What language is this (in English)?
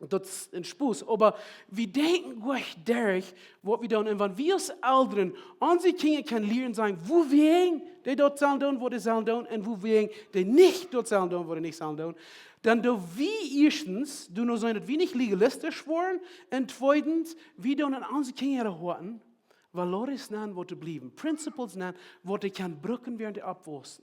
Plautdietsch